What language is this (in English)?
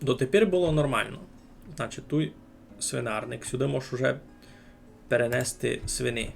Rusyn